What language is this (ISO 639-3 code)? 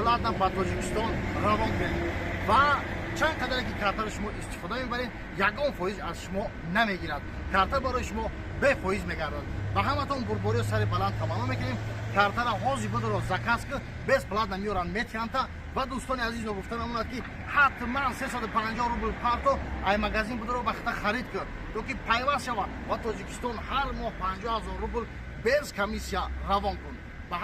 tgk